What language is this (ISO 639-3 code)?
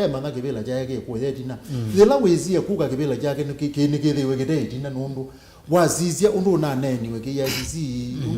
kam